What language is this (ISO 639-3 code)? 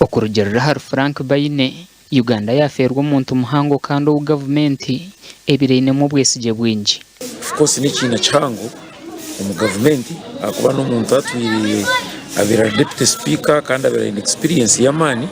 nyn